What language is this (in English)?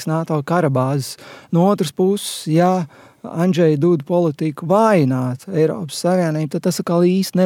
Latvian